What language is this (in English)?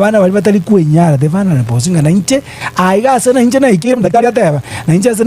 Gusii